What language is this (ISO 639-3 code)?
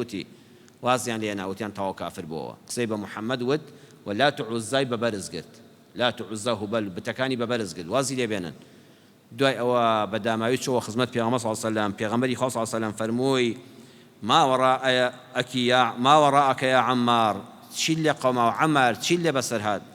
ckb